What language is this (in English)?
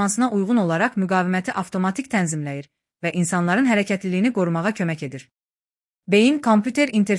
Azerbaijani